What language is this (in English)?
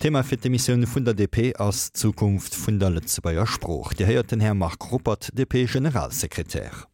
Luxembourgish